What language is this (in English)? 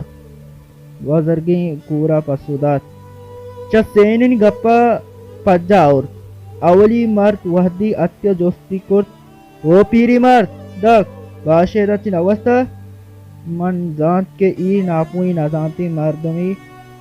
Baluchi